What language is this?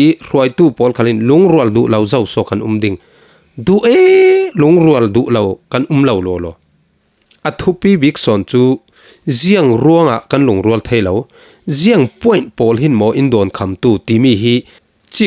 Falam Chin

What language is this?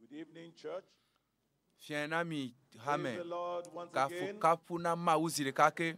Ewe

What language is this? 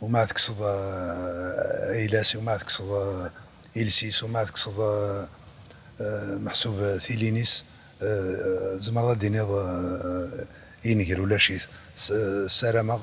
Kabyle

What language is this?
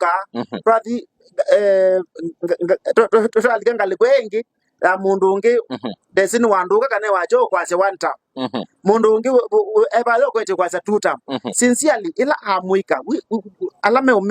Kamba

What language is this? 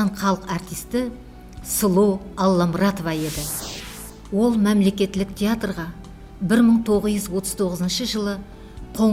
Kara-Kalpak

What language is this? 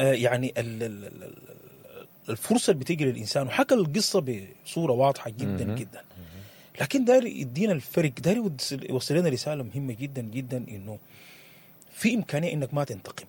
Sudanese Arabic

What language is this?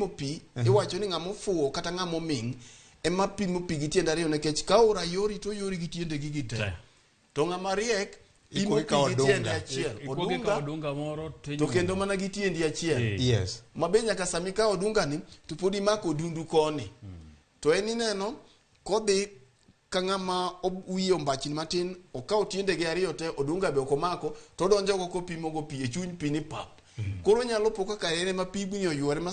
Luo (Kenya and Tanzania)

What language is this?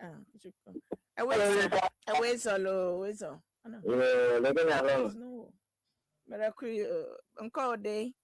Ewe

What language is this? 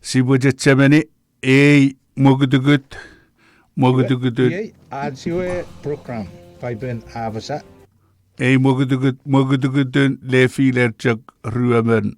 Chuukese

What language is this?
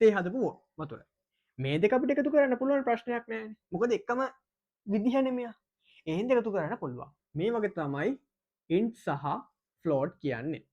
Sinhala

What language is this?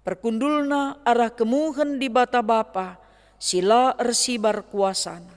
Batak Karo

